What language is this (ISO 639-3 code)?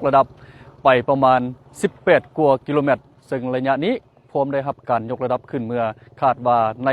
lao